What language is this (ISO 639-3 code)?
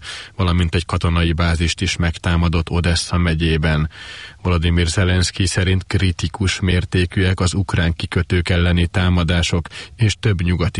hun